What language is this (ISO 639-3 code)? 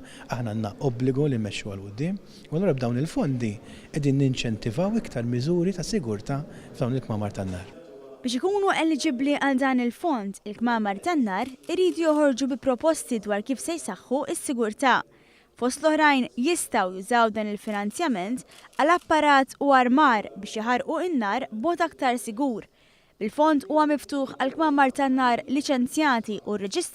mlt